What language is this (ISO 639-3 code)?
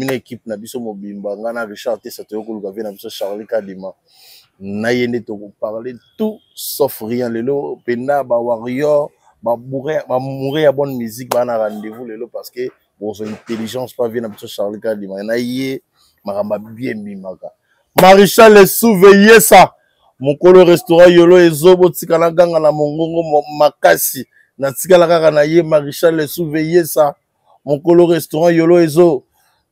lin